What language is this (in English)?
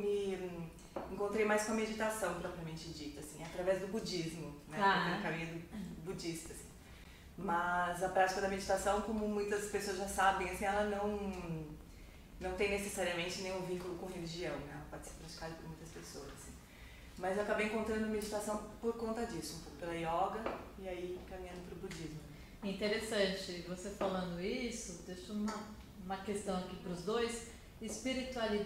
Portuguese